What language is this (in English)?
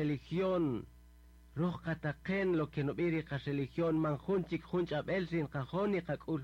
Kaqchikel